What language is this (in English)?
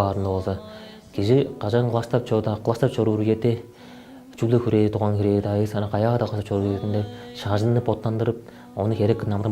Tuvinian